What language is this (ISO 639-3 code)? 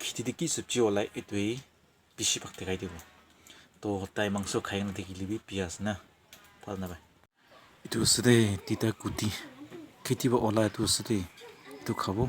nag